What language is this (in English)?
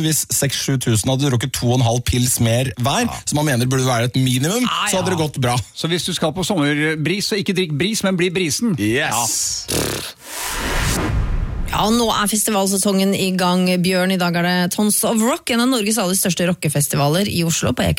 Norwegian